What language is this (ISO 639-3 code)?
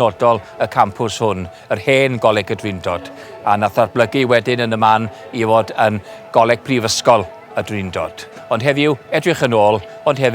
cym